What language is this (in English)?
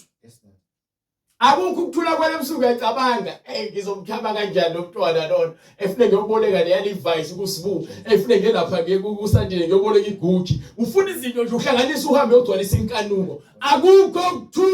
Zulu